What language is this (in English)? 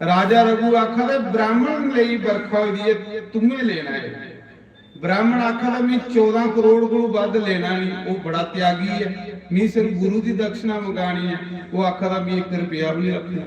Dogri